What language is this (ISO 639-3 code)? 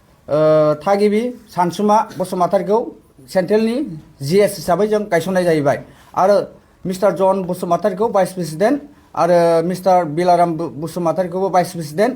brx